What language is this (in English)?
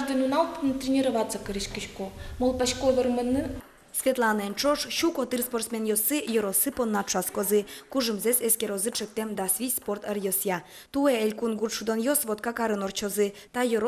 Udmurt